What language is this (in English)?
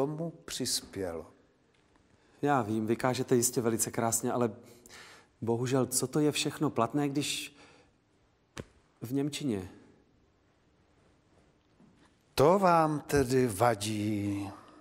Czech